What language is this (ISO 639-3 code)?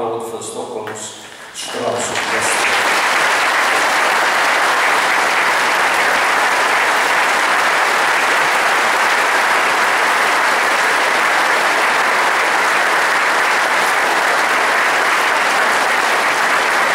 swe